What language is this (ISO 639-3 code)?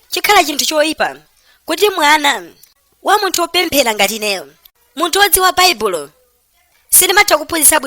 nya